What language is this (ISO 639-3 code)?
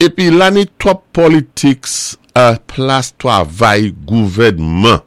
acf